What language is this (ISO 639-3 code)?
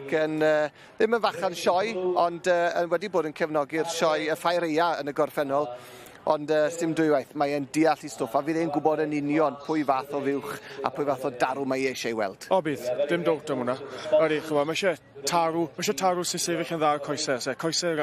cym